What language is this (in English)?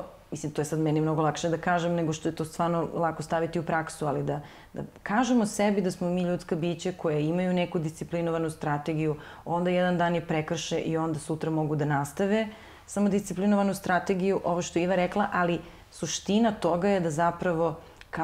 Serbian